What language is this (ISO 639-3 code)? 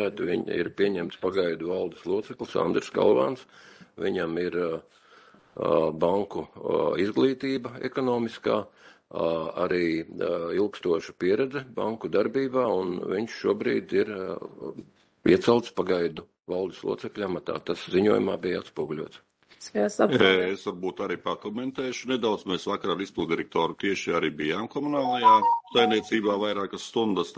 lav